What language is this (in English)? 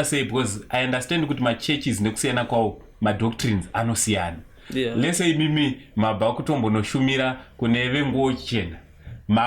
Shona